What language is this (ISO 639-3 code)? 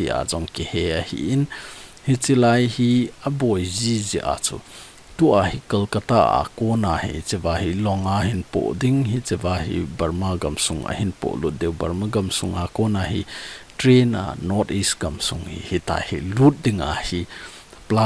tcz